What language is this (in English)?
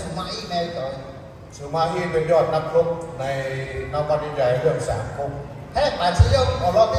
Lahu